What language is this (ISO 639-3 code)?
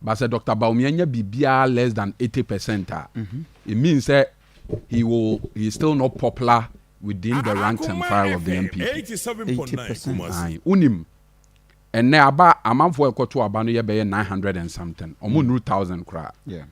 aka